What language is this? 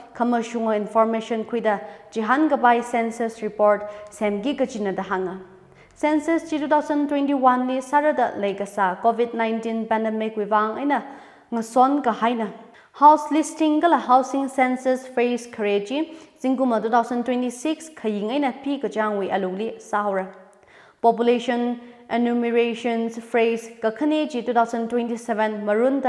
Tangkhul Naga (India)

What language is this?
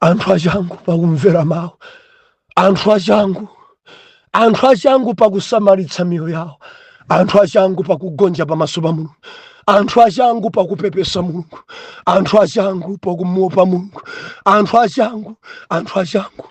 Nyanja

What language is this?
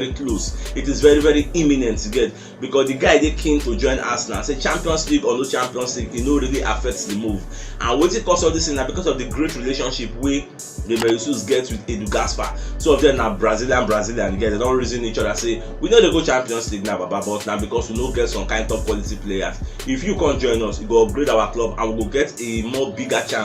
Nigerian Pidgin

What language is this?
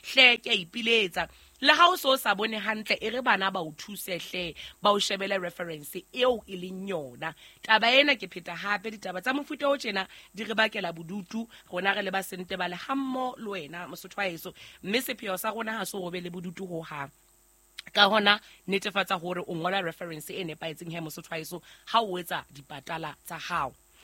Southern Sotho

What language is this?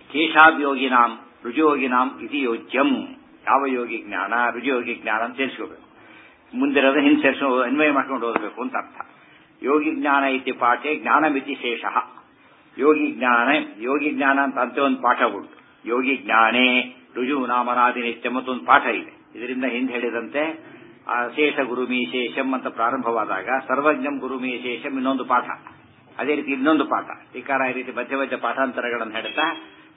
Kannada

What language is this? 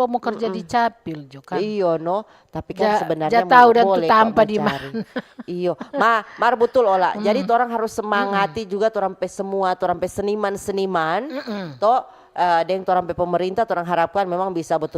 Manado Malay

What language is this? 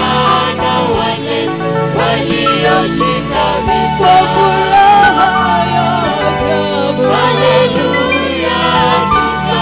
Swahili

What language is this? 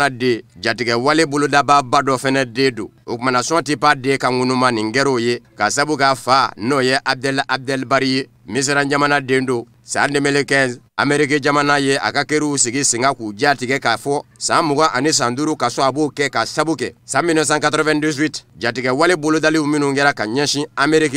Bambara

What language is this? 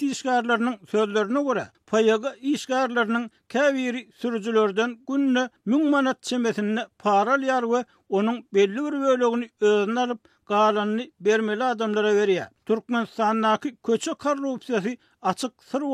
Turkmen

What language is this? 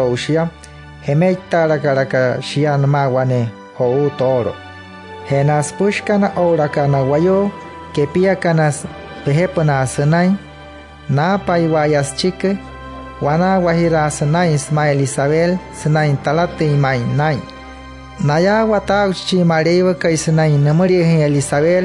Wayuu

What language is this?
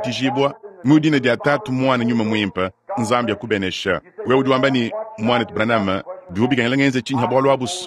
Luba-Lulua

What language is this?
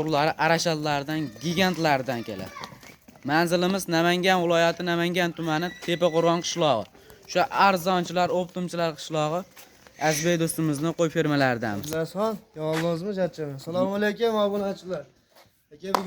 Uzbek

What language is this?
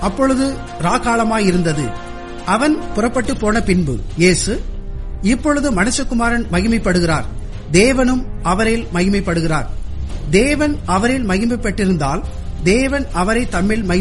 Tamil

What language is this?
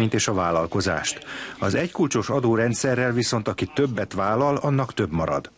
Hungarian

